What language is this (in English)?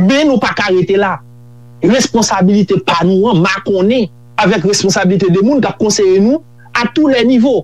Haitian Creole